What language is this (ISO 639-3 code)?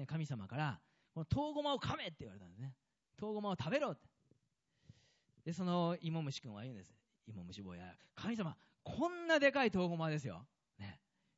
jpn